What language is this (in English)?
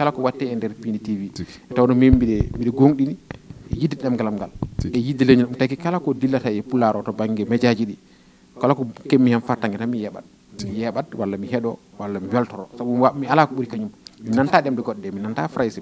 Fula